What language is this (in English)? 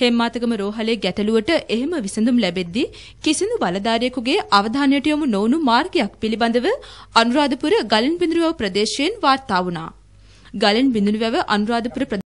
Sinhala